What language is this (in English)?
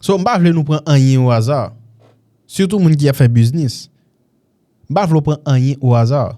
Haitian Creole